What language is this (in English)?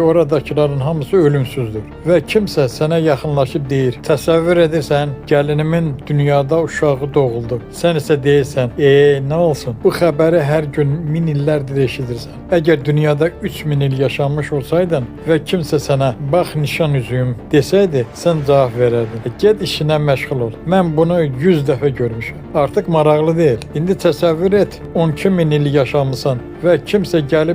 Azerbaijani